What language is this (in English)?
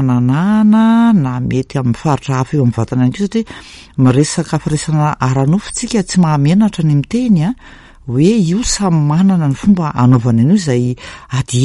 Malagasy